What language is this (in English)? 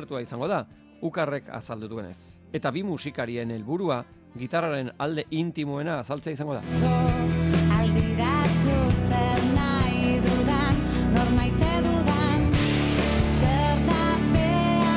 Basque